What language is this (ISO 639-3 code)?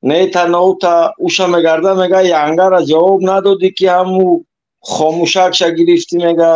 tgk